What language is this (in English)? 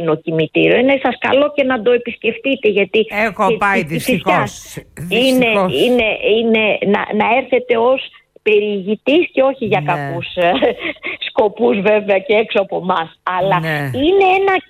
Greek